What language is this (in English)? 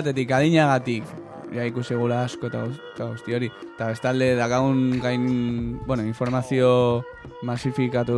Basque